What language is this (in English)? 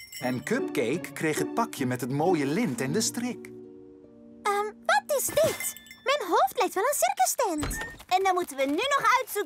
Dutch